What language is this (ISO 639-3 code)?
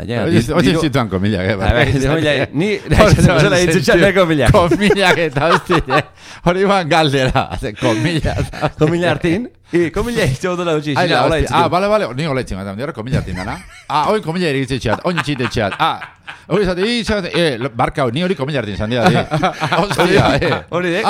eus